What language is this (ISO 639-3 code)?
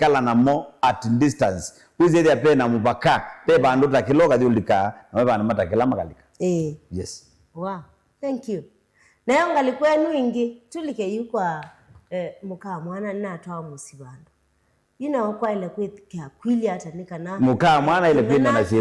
kam